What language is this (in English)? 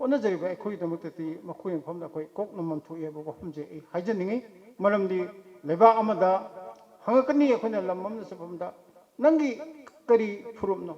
Manipuri